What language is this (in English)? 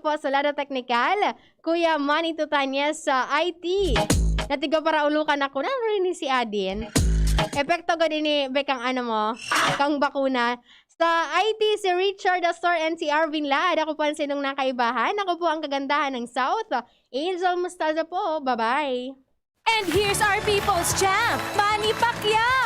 Bikol